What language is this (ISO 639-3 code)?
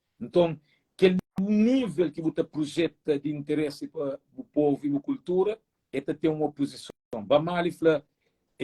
kea